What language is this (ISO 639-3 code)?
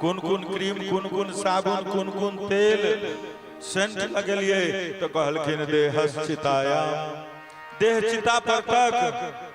mai